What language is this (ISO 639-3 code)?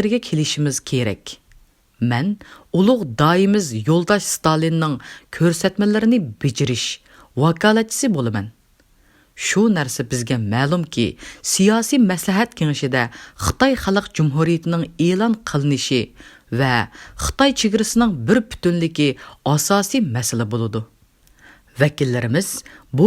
uig